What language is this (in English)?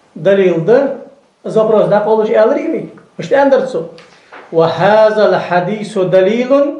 Ingush